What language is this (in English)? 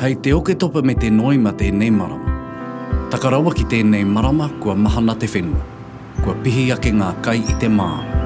Māori